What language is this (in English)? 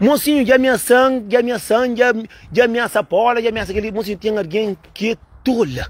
Kabuverdianu